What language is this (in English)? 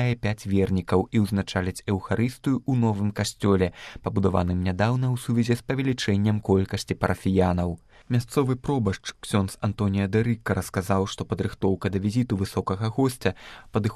Belarusian